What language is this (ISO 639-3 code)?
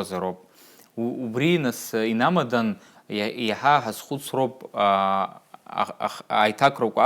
abk